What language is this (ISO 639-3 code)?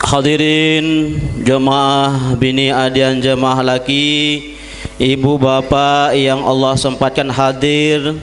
sas